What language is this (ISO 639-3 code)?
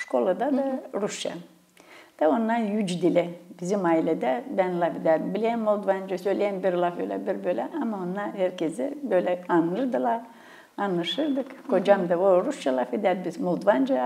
gag